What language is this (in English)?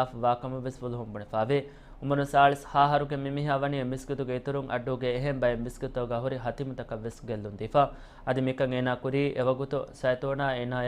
Divehi